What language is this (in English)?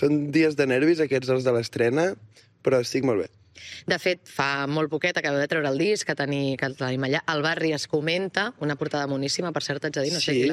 Catalan